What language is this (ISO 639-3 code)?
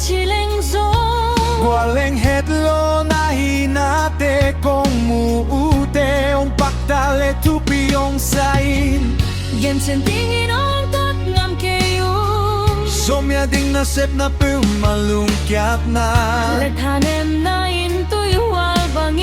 ctd